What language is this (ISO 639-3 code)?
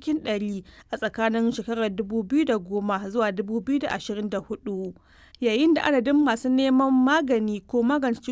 hau